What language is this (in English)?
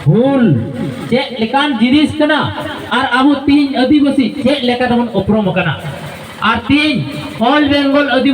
Santali